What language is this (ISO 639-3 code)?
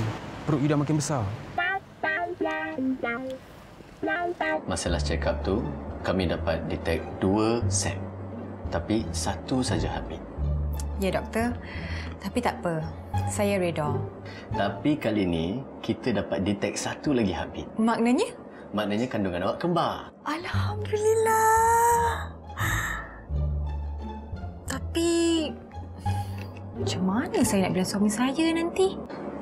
msa